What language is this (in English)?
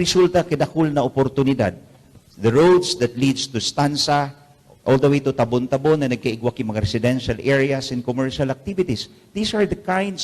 Bikol